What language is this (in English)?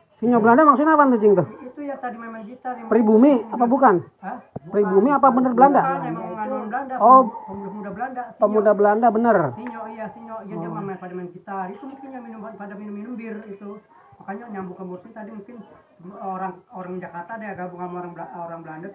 Betawi